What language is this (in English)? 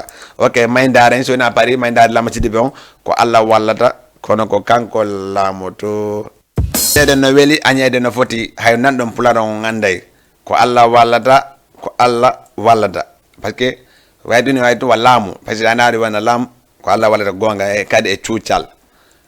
Fula